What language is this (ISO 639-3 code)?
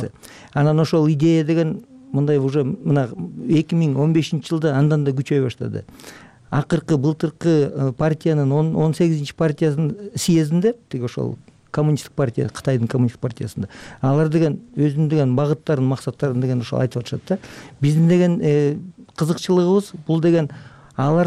kir